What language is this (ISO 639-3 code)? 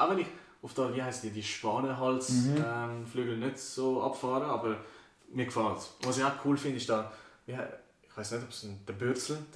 gsw